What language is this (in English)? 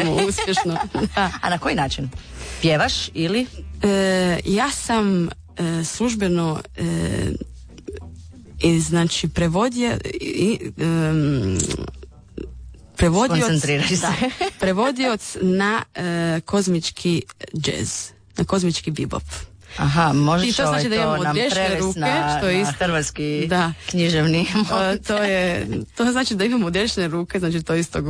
Croatian